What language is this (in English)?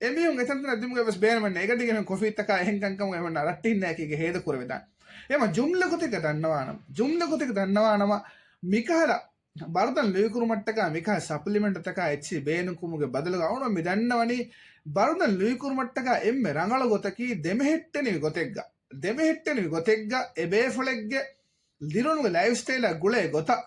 Divehi